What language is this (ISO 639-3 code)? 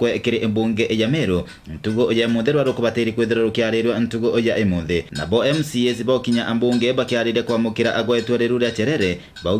mer